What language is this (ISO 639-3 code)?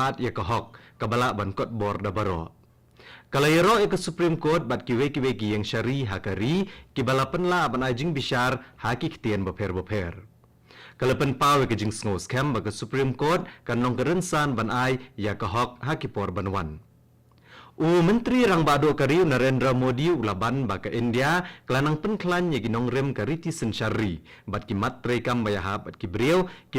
kha